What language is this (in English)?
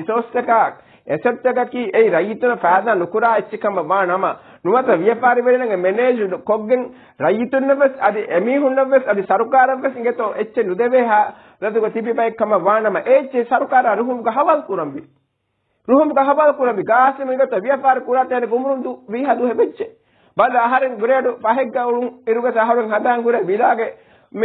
Divehi